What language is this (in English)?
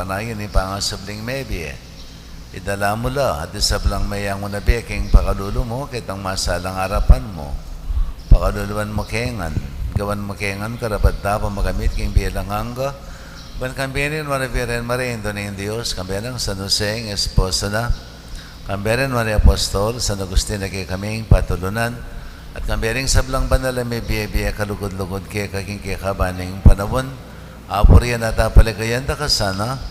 Pampanga